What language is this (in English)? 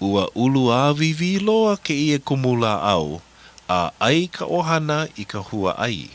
Hawaiian